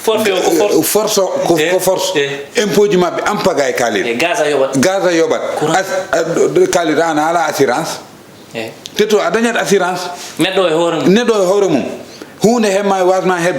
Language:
Fula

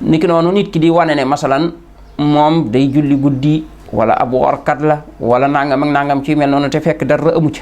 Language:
Wolof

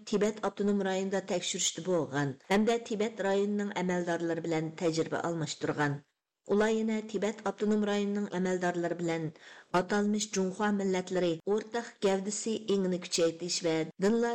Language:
Uyghur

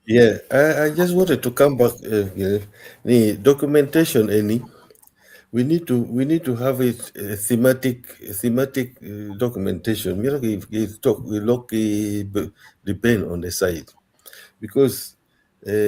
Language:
Acoli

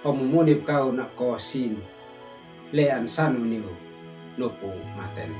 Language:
Uab Meto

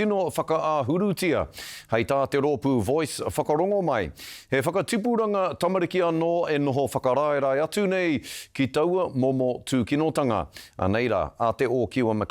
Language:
Māori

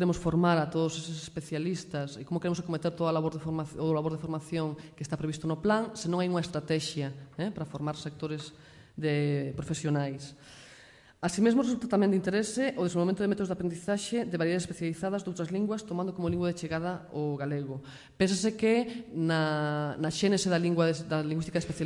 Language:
Galician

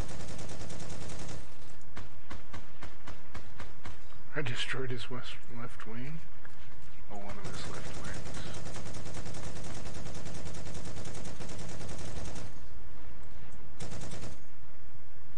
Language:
English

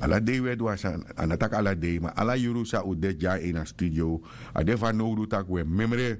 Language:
Sranan Tongo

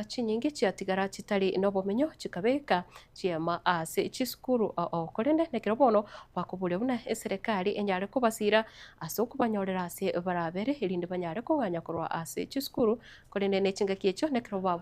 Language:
Gusii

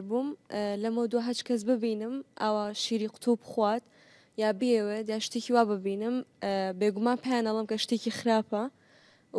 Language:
Central Kurdish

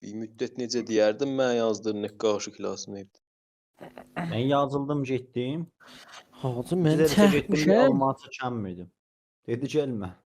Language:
South Azerbaijani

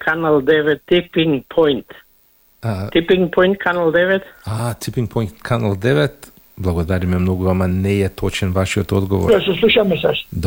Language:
Macedonian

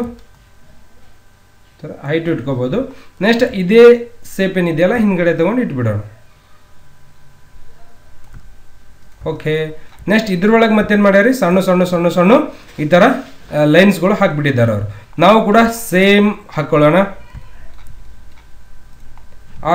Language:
Kannada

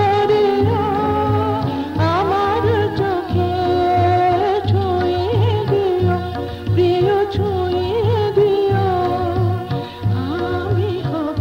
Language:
Bangla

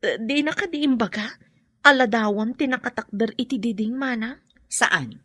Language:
Iloko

